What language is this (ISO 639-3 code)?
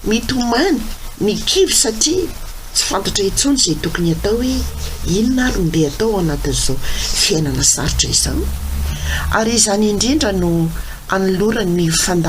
mlg